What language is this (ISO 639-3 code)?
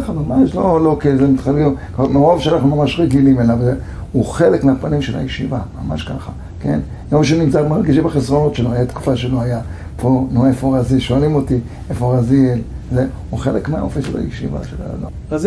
heb